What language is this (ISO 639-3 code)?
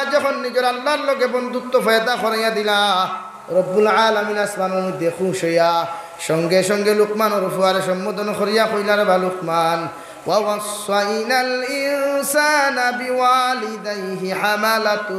syl